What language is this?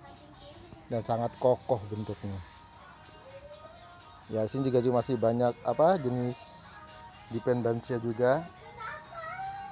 Indonesian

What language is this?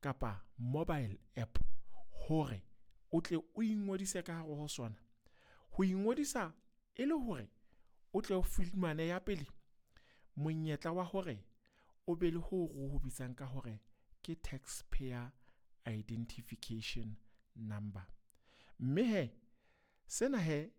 Southern Sotho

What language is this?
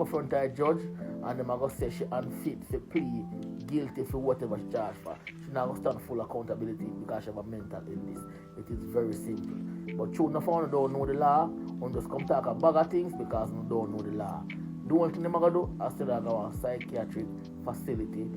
Jamaican Creole English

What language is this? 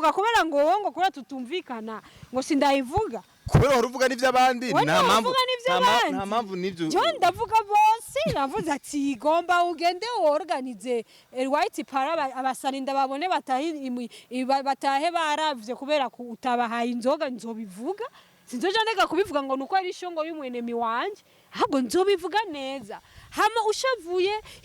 Rundi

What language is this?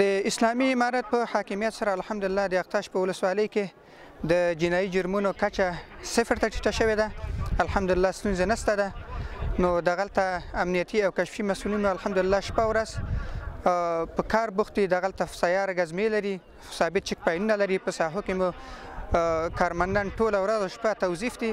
Pashto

